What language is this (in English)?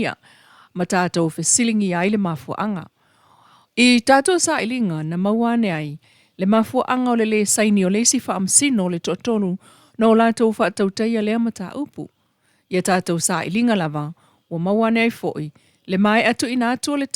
Samoan